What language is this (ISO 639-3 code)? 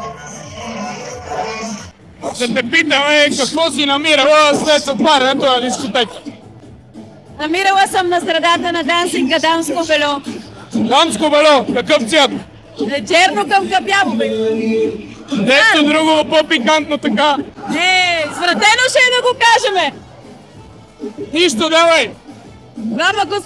bul